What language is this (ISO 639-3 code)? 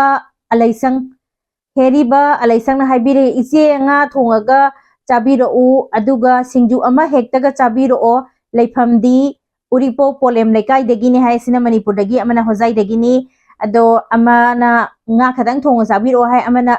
mni